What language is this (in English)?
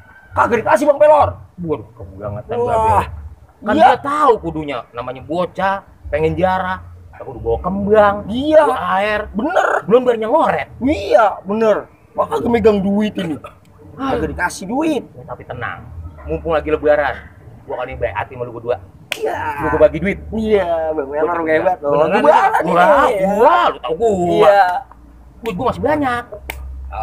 Betawi